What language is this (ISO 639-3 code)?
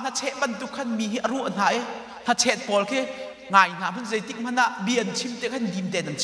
cnh